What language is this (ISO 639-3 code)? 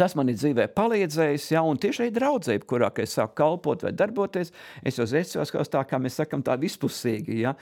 lav